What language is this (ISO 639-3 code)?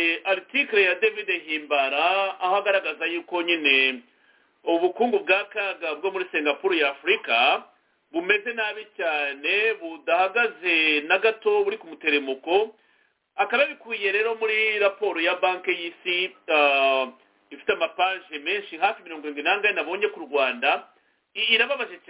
kin